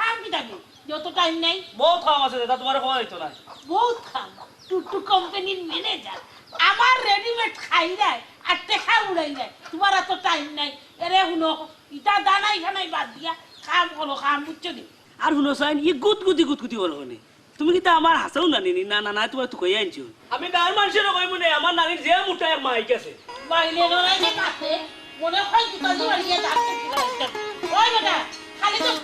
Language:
Sylheti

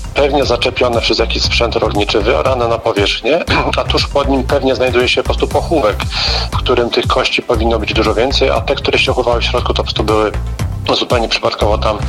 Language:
Polish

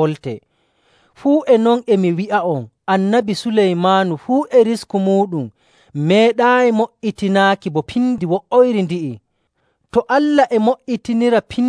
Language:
Nigerian Fulfulde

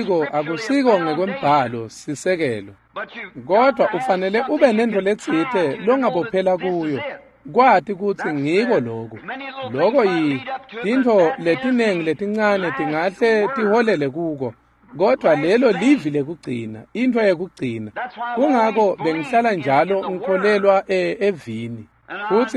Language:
Swati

